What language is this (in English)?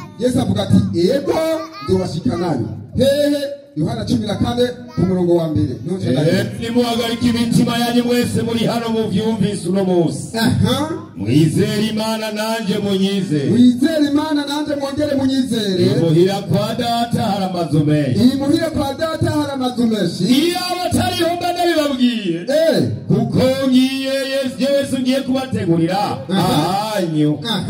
Rundi